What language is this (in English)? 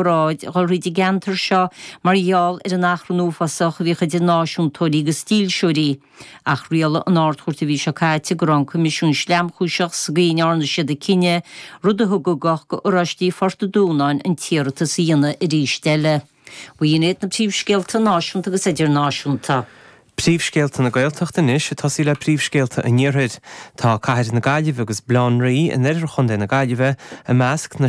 Irish